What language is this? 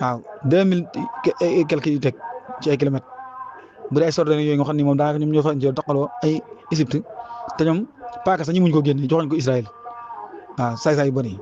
Wolof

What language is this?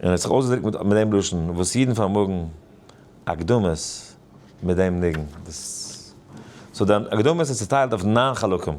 Yiddish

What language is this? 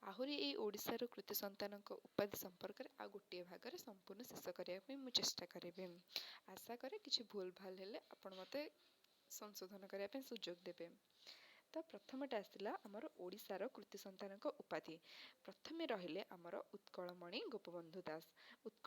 Odia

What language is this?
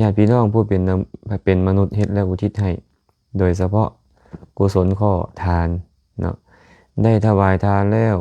Lao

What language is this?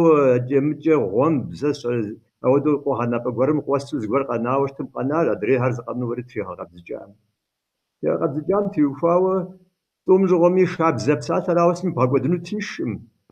Kabardian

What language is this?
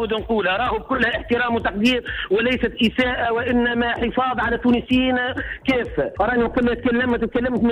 Tunisian Arabic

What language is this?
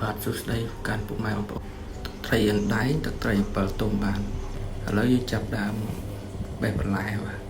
Khmer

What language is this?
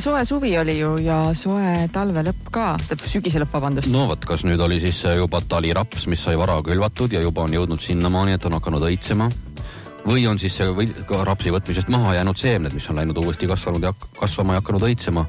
Estonian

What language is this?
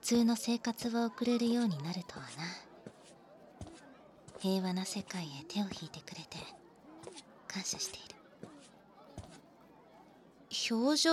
Japanese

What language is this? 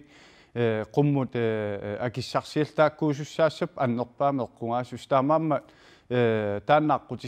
Kalaallisut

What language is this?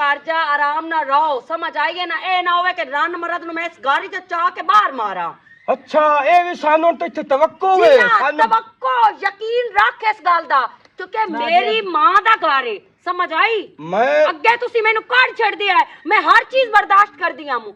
Western Panjabi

